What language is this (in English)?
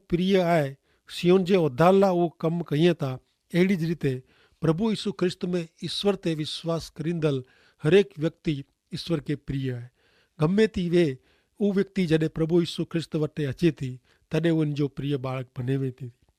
Kachhi